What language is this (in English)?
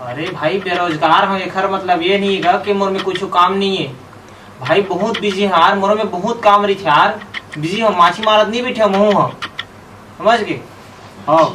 Chhattisgarhi